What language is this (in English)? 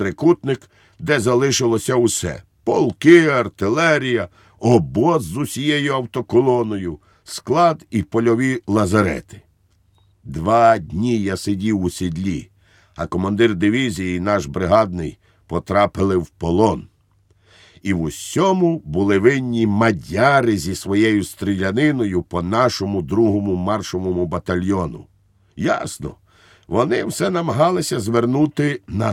Ukrainian